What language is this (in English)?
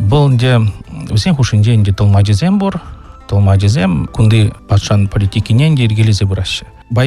Chuvash